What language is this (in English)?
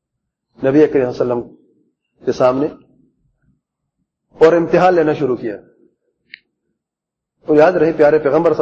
Urdu